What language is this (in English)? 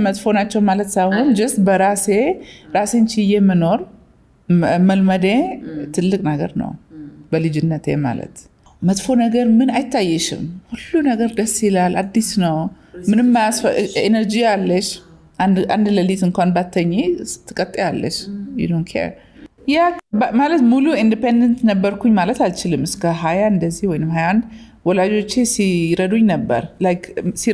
Amharic